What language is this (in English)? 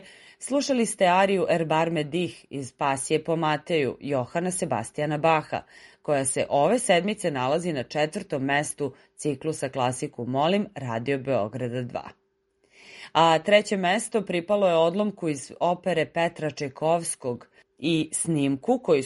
Serbian